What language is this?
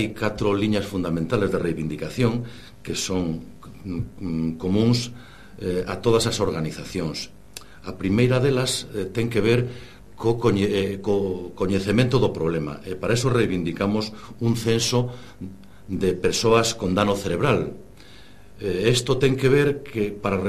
Galician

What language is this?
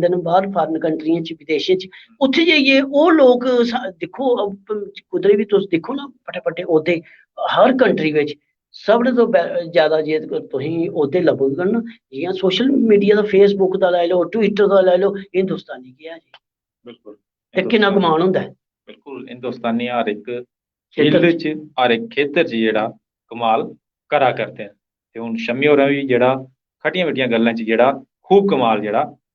Dogri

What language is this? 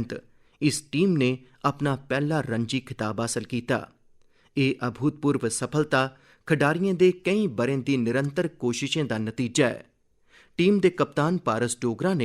Dogri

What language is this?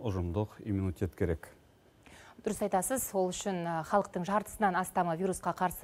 Kazakh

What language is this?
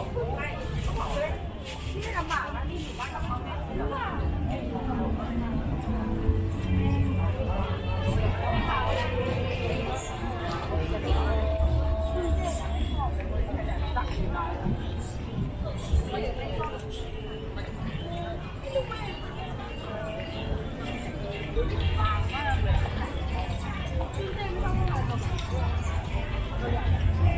Thai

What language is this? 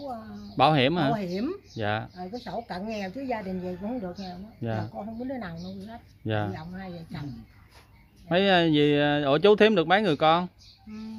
Vietnamese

